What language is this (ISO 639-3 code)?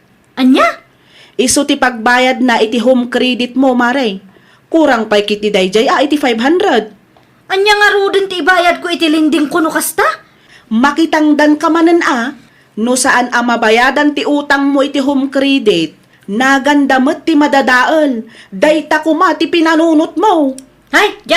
ilo